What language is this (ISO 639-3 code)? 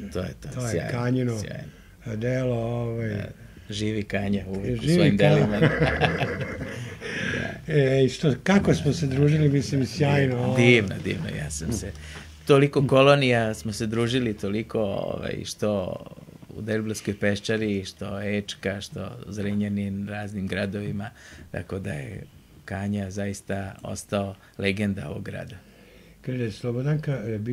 srp